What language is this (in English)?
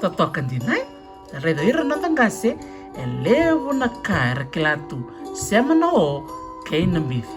Fijian